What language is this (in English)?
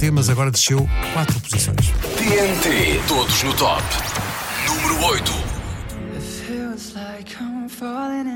Portuguese